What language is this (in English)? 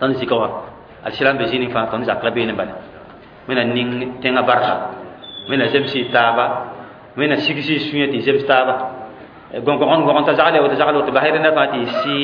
Mossi